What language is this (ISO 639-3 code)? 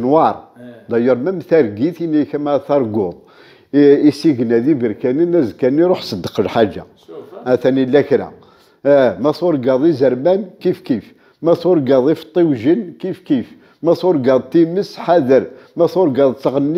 kab